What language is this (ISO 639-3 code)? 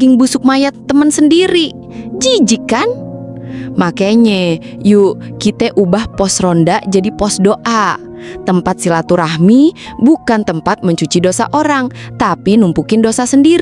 bew